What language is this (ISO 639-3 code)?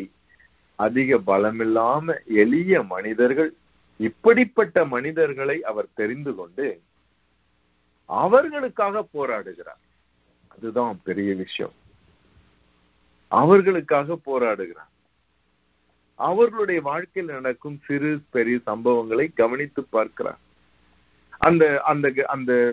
tam